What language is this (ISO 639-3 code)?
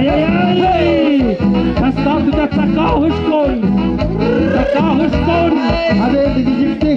mxp